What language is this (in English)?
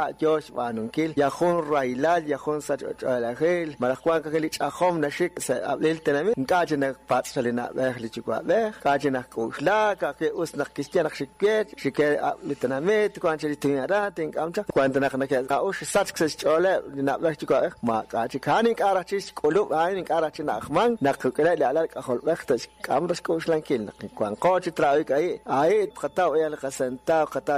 Kekchí